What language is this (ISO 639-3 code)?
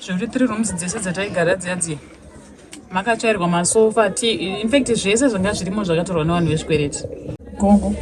sna